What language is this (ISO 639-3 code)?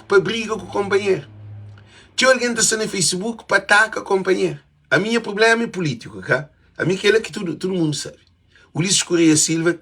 kea